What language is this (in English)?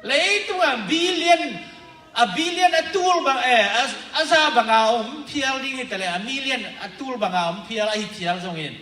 Tedim Chin